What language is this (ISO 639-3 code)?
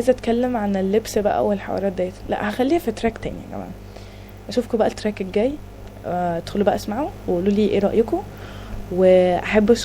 arz